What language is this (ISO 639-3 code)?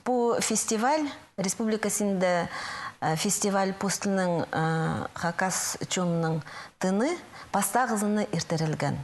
kjh